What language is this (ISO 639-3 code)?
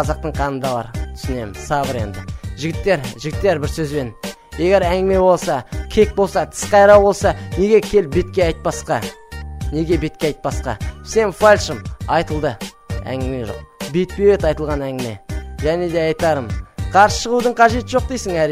kaz